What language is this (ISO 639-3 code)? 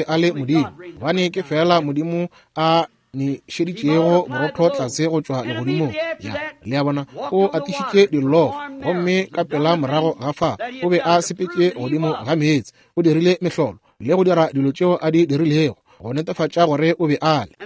nso